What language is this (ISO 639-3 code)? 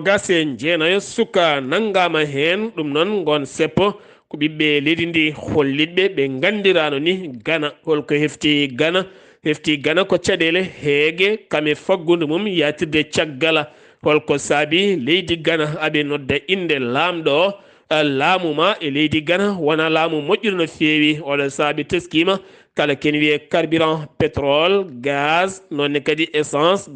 ful